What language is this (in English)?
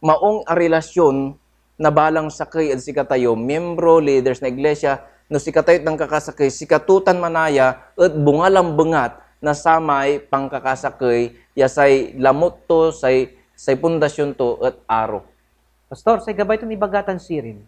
Pangasinan